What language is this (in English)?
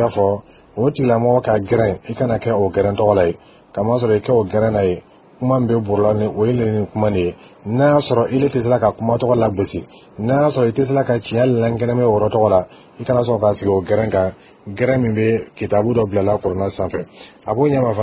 Dyula